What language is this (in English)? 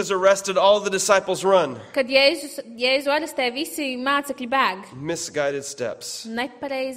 Latvian